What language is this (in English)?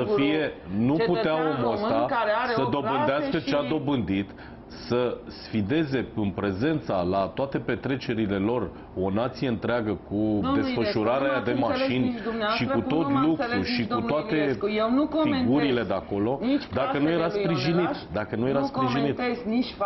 Romanian